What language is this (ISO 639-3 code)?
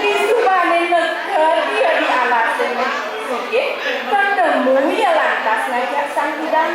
ban